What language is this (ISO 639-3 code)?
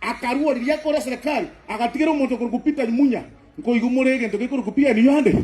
guz